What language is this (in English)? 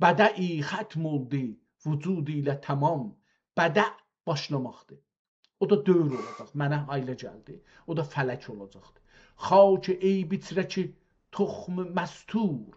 South Azerbaijani